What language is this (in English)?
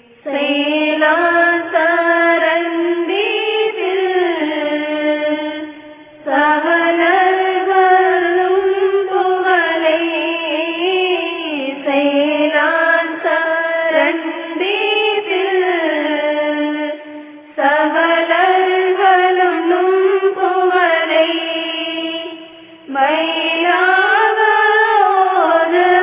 Tamil